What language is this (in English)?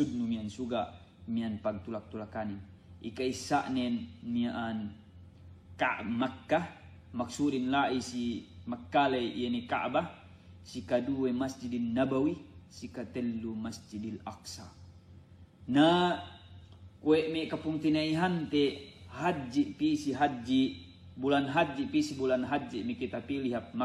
Yakan